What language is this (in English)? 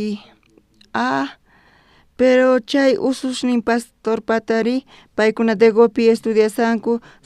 South Bolivian Quechua